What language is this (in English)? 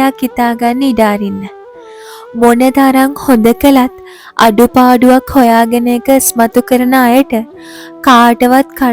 Sinhala